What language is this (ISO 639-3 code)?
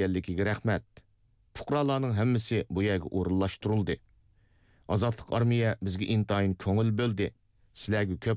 uig